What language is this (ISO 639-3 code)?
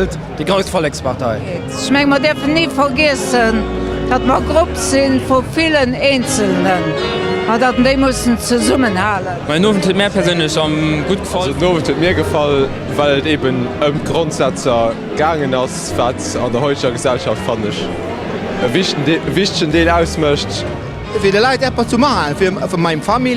ltz